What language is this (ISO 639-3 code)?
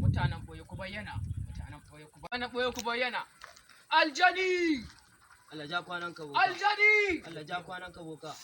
hau